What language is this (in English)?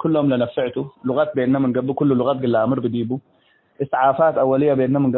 Tigre